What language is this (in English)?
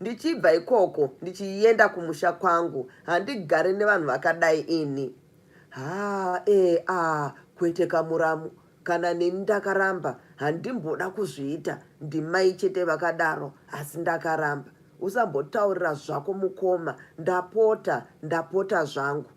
Shona